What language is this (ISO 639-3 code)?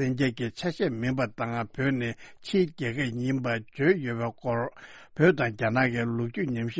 bod